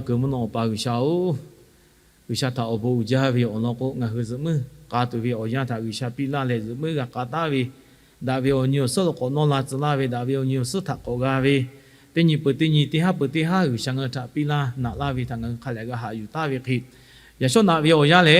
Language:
Lahu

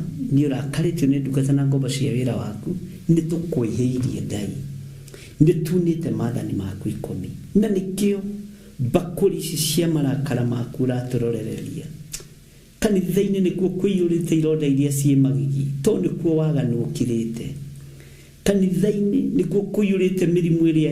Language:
Kikuyu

